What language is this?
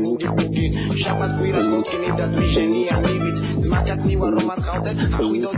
Georgian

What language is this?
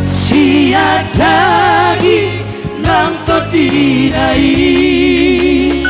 Batak Toba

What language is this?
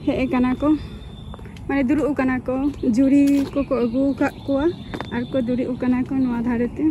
Santali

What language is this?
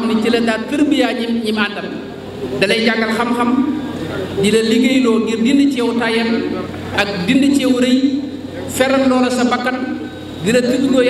Wolof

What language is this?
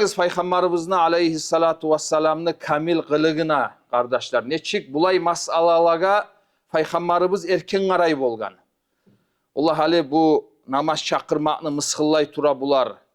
Kumyk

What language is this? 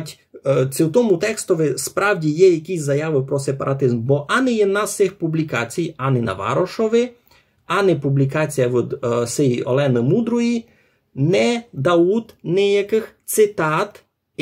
Rusyn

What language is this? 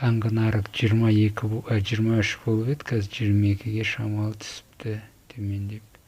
Kazakh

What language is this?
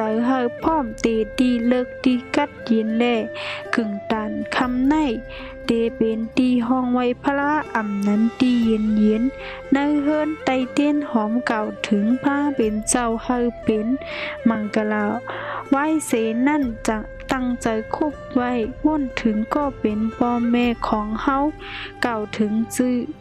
Shan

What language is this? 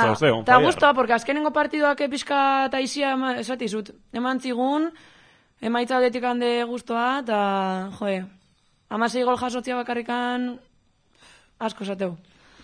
Basque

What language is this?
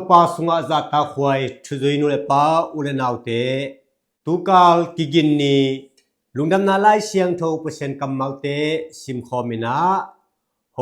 Tedim Chin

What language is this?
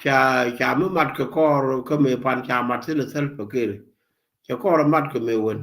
Nuer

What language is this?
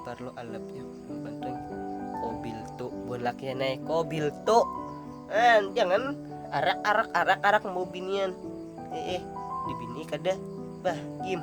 Banjar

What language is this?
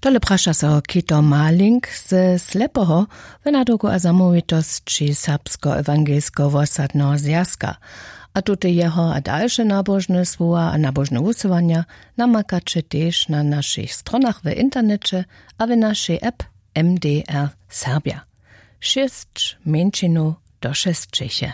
Upper Sorbian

